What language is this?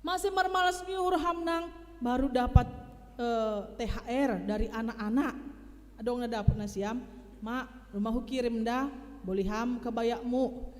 Batak Simalungun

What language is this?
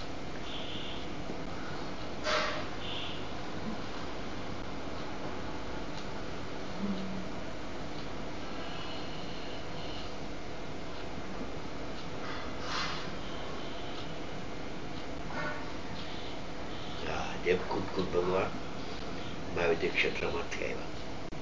Gujarati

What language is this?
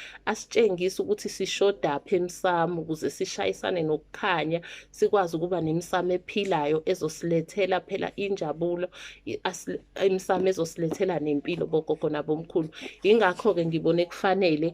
Zulu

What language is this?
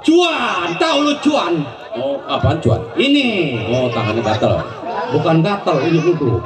Betawi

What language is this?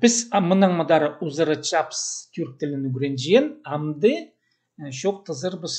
Khakas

